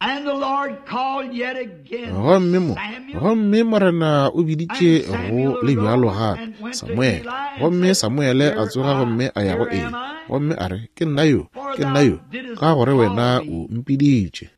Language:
Northern Sotho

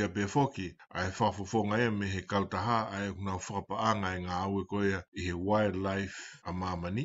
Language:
Tongan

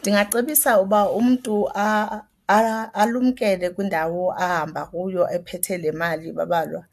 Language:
Xhosa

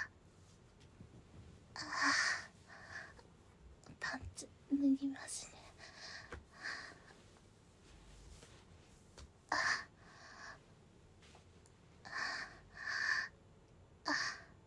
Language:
Japanese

